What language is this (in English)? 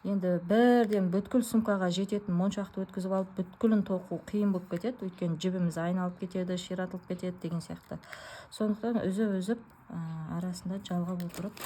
Kazakh